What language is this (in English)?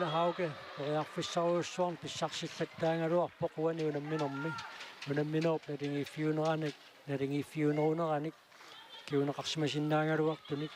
Kalaallisut